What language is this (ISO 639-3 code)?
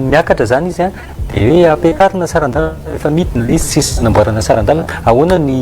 mlg